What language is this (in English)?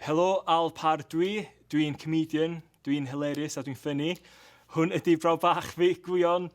Welsh